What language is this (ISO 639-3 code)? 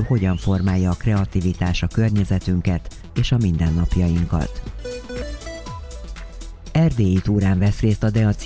hun